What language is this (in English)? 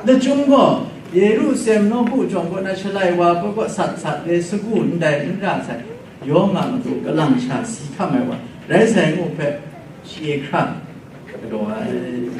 Kachin